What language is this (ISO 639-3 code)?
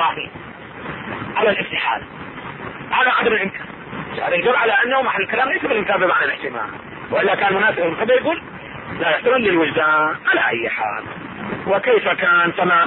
ara